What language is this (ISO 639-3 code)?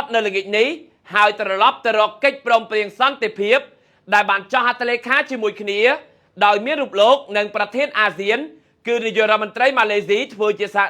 khm